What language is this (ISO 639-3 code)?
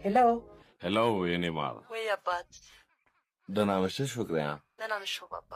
amh